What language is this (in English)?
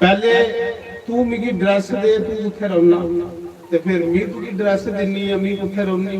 Dogri